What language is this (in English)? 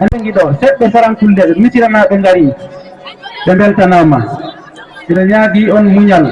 Fula